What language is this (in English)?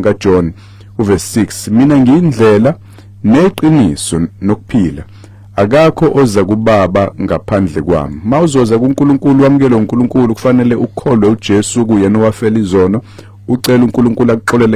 Zulu